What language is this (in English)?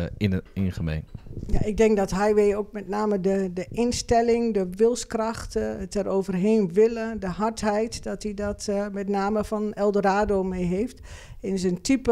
Dutch